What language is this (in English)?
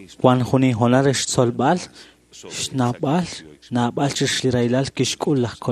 Kekchí